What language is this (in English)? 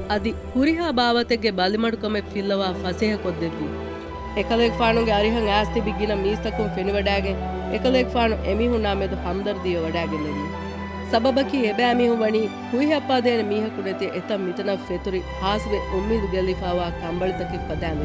Divehi